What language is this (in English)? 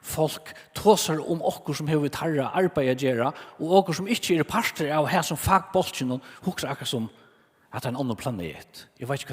Faroese